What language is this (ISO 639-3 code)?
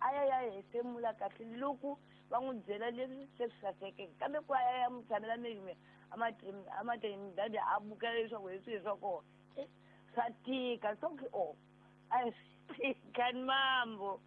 tso